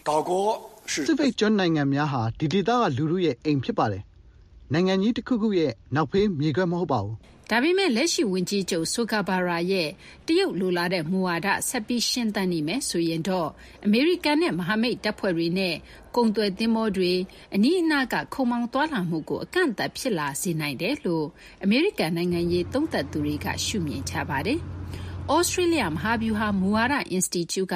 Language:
Burmese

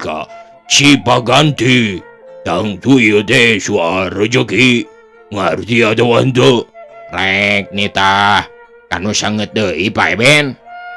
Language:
Sundanese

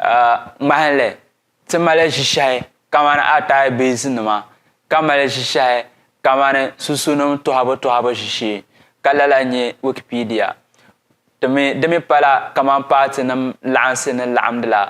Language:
Dagbani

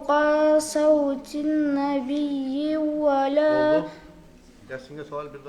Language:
Kumyk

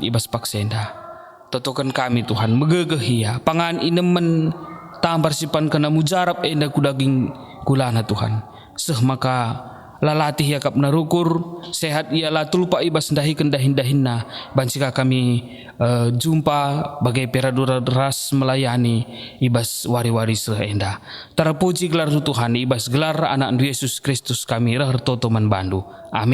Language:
Batak Karo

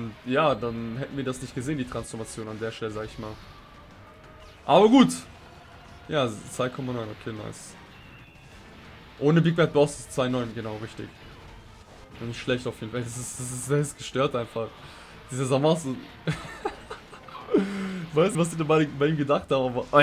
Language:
German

